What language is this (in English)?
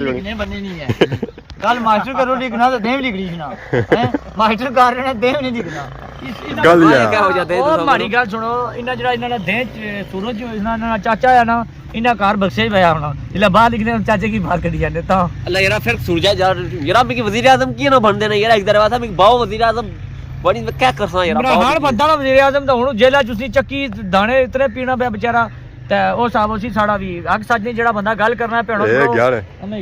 Pahari-Potwari